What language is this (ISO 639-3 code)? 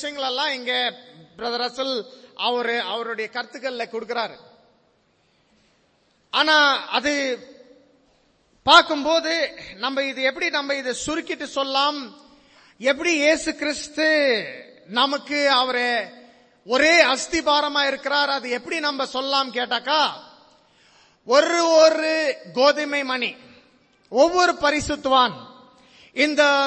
tam